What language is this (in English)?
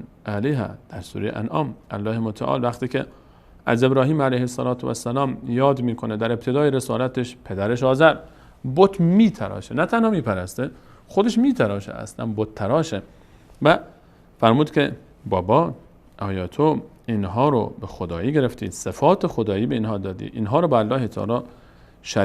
Persian